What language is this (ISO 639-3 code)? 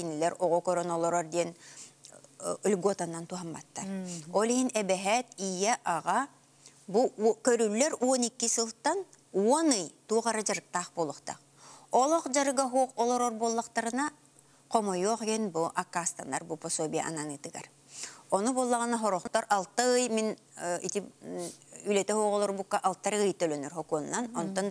sah